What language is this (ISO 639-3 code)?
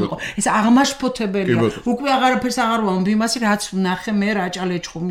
kat